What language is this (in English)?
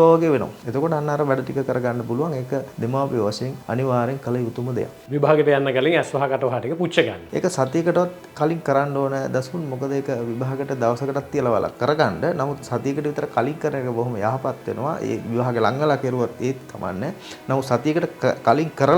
Sinhala